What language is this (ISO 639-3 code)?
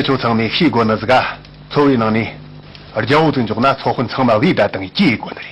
bod